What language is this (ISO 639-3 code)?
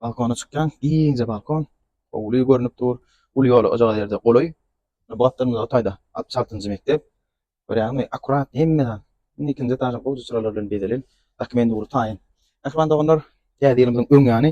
tuk